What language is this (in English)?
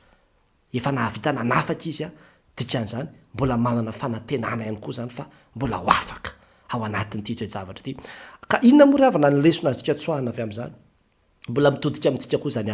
Malagasy